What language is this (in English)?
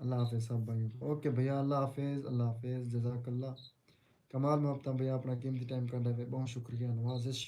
Saraiki